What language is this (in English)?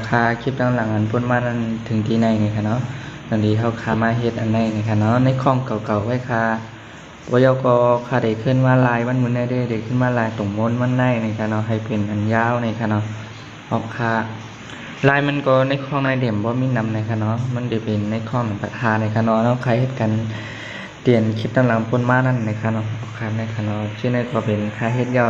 Shan